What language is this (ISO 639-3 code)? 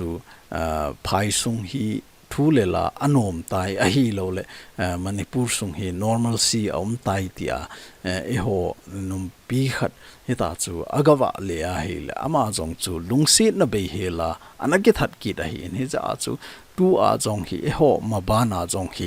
tcz